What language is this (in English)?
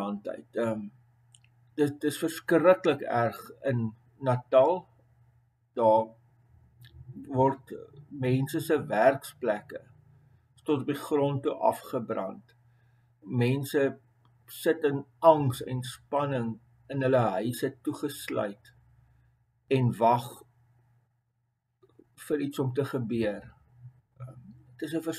Afrikaans